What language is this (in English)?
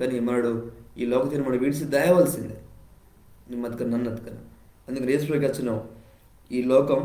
Koya